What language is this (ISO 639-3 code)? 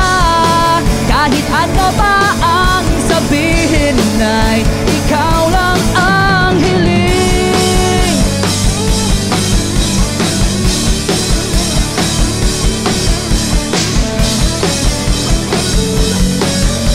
fil